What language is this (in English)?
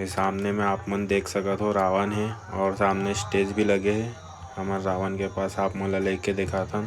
Chhattisgarhi